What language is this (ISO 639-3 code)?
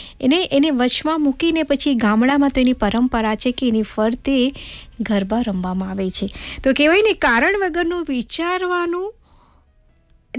guj